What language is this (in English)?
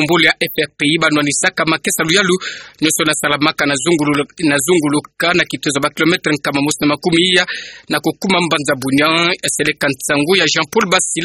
Kituba (Democratic Republic of Congo)